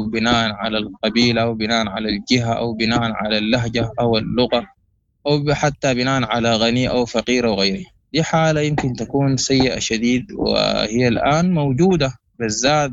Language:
Sudanese Arabic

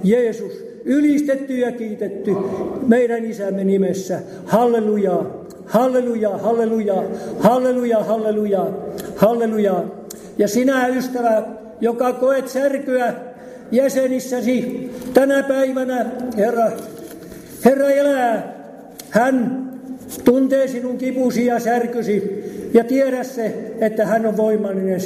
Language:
Finnish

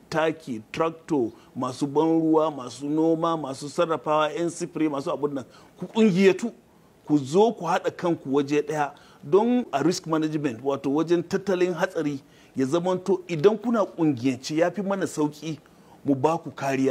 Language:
Hausa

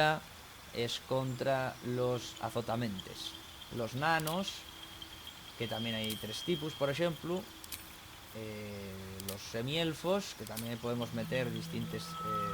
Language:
Asturian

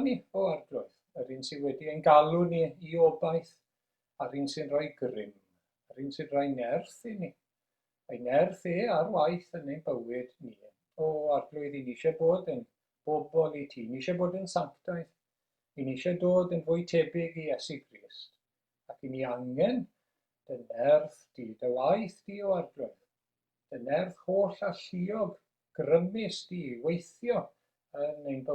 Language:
Welsh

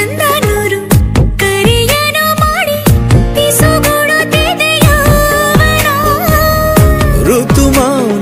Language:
Kannada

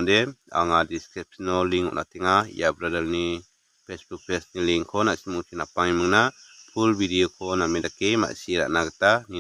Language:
Garo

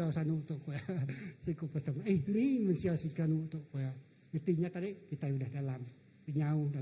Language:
Iban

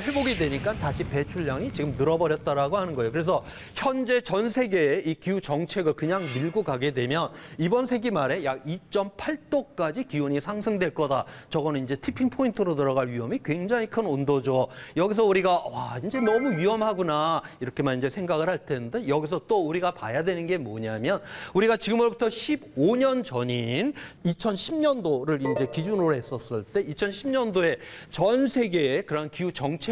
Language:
Korean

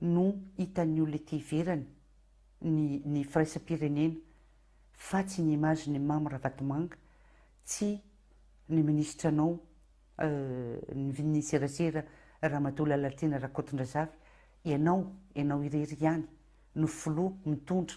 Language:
Malagasy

